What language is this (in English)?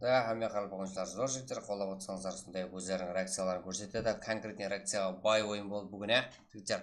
Kara-Kalpak